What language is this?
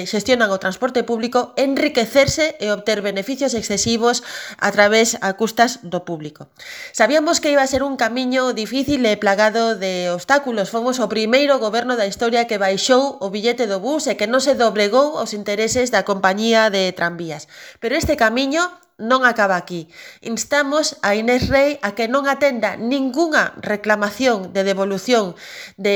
Galician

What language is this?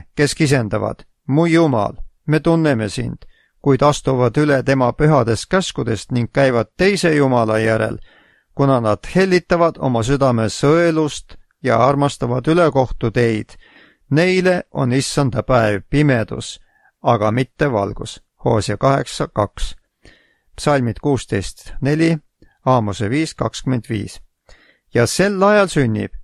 Estonian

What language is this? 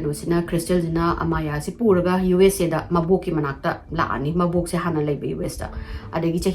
Manipuri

